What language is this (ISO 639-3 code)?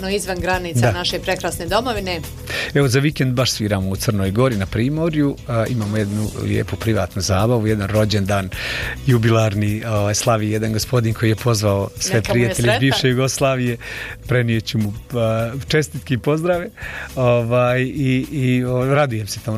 bos